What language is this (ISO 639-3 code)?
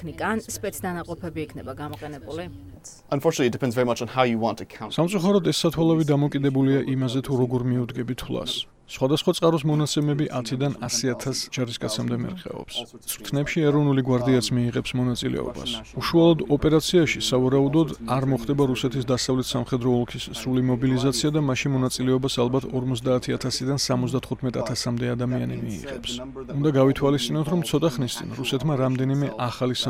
kat